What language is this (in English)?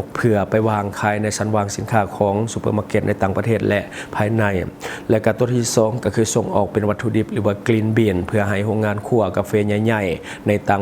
Lao